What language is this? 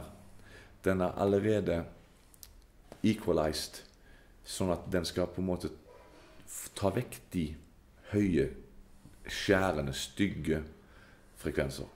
Norwegian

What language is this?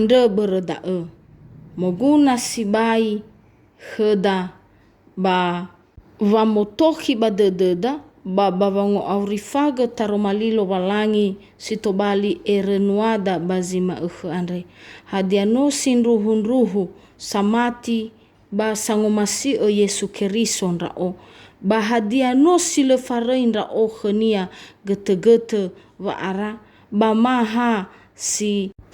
Nias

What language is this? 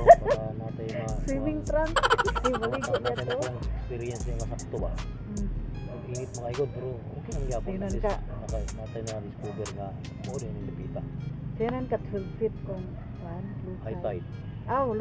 Cebuano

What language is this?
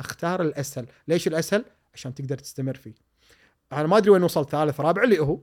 Gulf Arabic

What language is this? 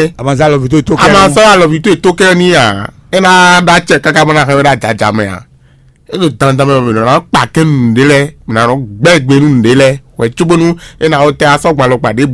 Fon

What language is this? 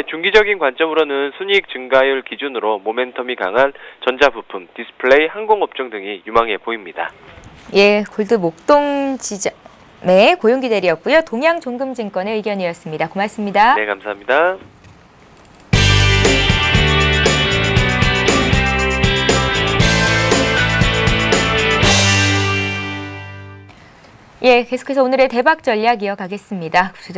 Korean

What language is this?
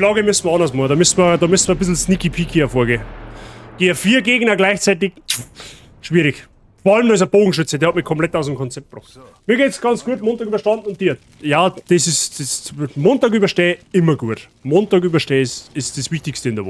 Bavarian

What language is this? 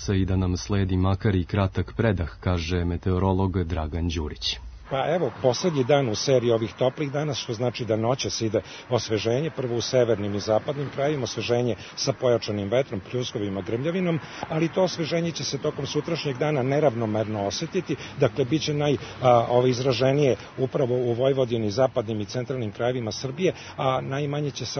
Serbian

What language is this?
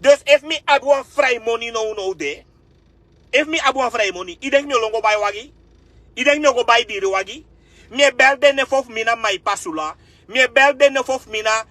Sranan Tongo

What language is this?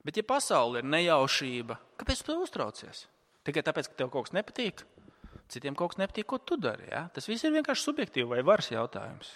Latvian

